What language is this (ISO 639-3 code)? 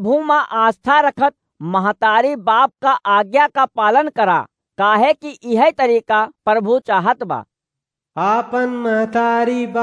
awa